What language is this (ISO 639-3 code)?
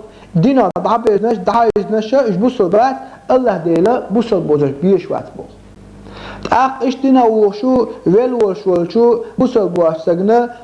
che